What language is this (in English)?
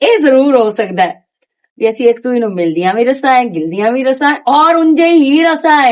Western Panjabi